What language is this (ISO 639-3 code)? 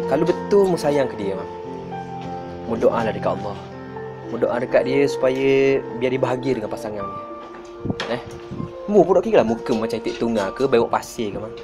msa